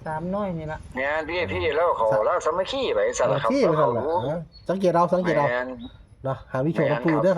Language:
Northeastern Thai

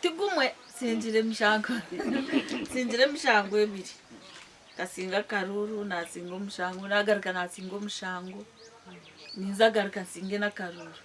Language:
Nyankole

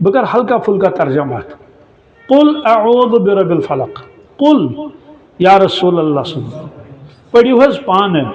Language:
Kashmiri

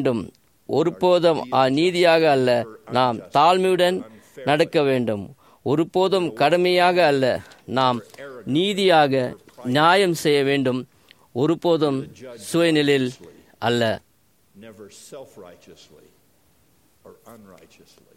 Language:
Tamil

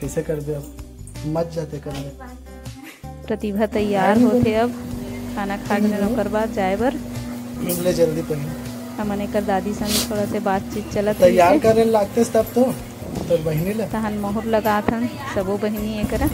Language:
Chhattisgarhi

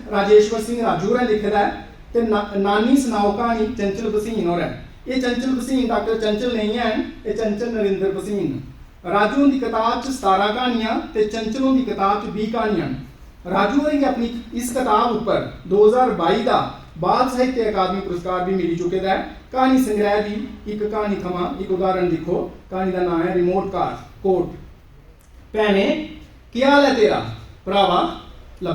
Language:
Dogri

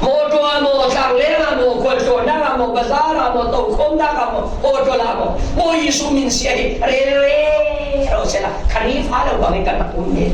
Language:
Falam Chin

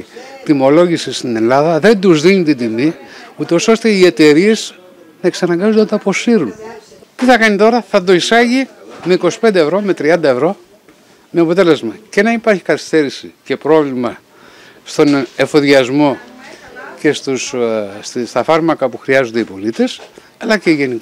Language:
Greek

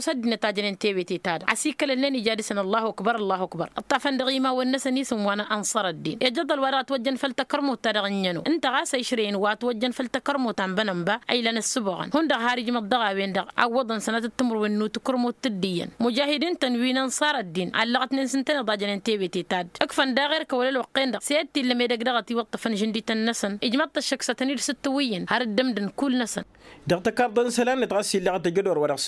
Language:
Tamasheq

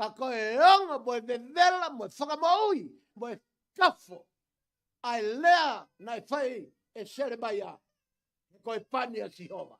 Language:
Tongan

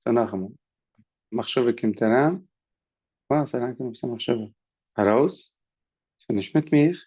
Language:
Yiddish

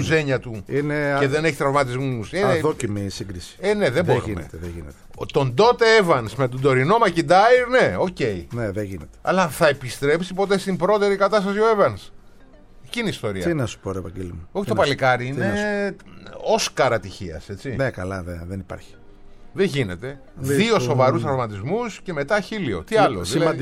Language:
Greek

